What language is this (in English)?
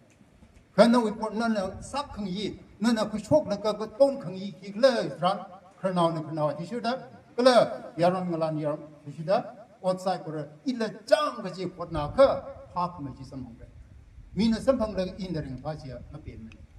Tangkhul Naga (India)